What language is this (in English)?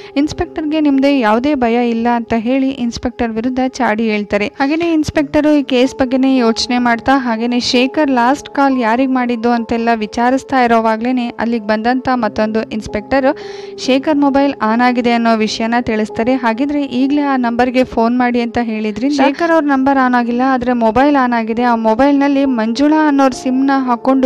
Kannada